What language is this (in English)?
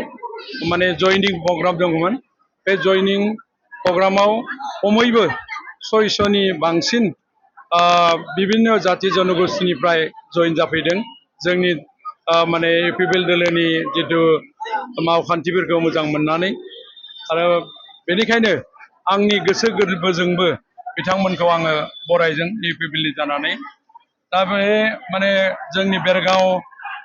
Bodo